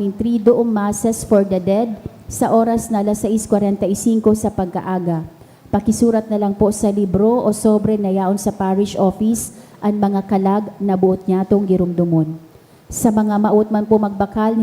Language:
Bikol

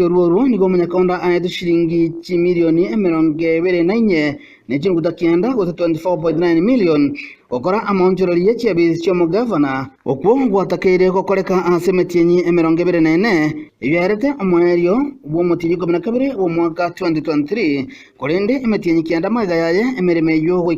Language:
Gusii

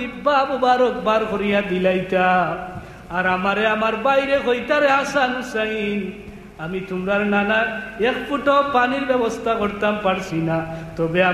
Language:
Sylheti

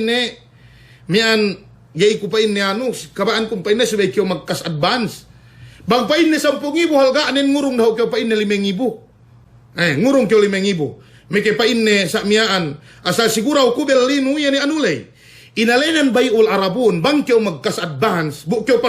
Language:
Yakan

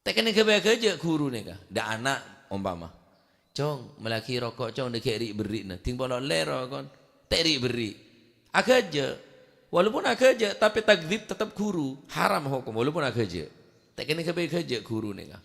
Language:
Madurese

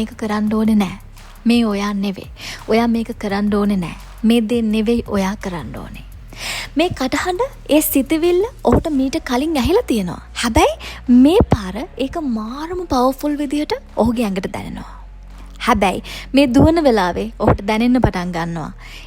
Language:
Sinhala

